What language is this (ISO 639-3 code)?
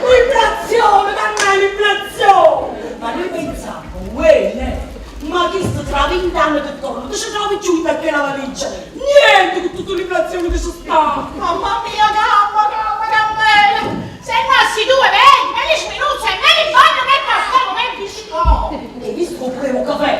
nap